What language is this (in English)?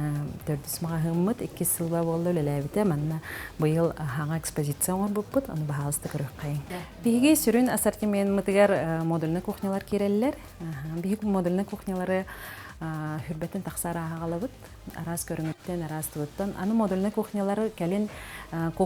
Yakut